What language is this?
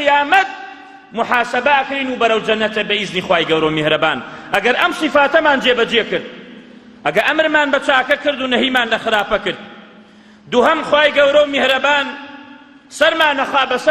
Central Kurdish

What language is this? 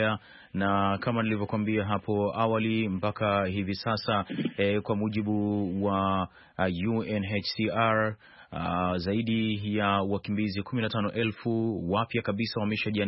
Swahili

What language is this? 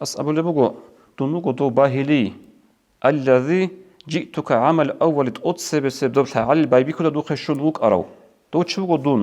Avaric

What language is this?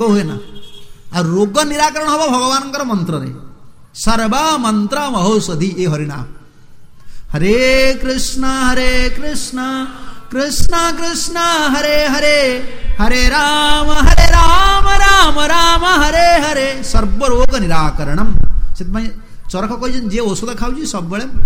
Odia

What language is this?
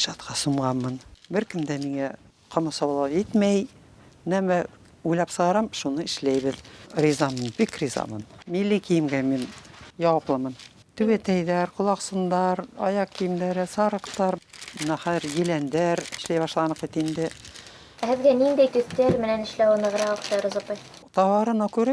Bashkir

